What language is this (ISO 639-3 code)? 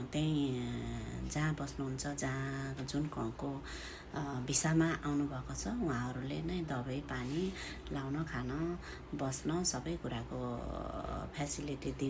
nep